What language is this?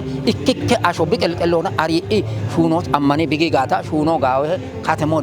Kafa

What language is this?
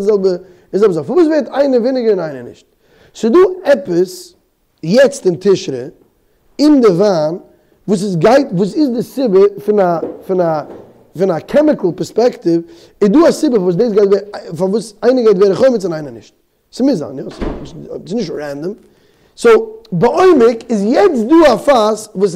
Yiddish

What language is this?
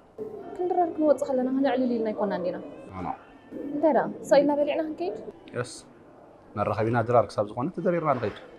Tigrinya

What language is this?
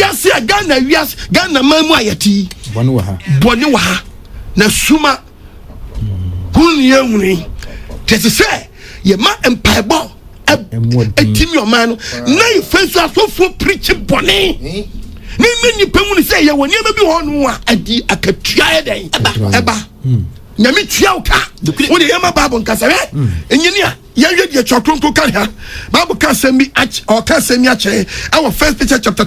Akan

